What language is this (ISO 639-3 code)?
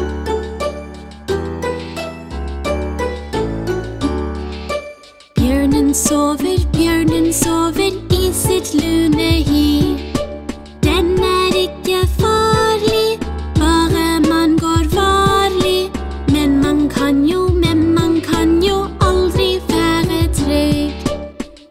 nor